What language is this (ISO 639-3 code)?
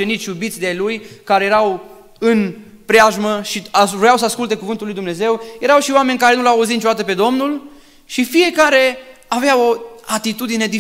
ron